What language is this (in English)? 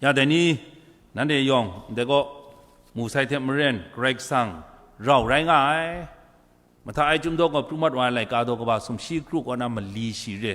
Kachin